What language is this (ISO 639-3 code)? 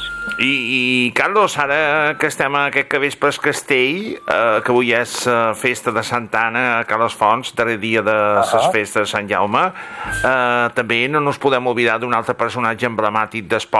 cat